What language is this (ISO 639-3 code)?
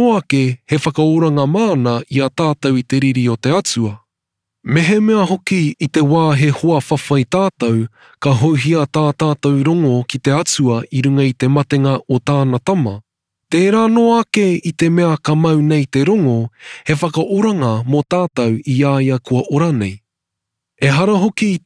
mri